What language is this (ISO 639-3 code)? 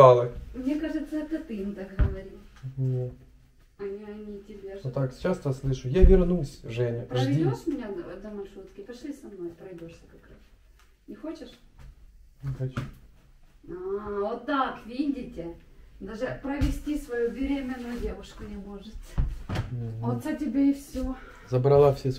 rus